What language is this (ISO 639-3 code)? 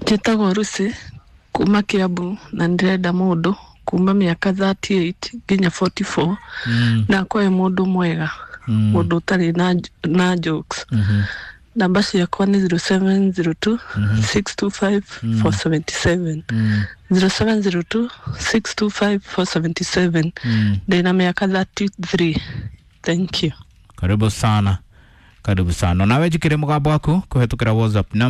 kik